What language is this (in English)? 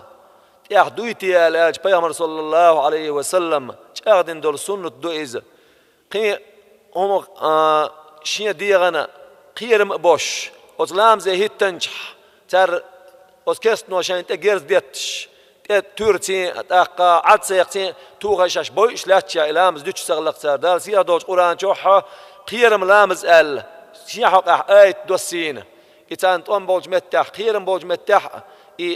Chechen